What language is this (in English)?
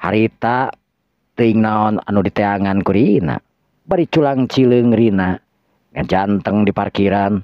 Sundanese